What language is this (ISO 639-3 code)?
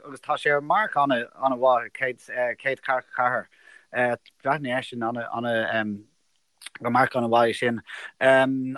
gle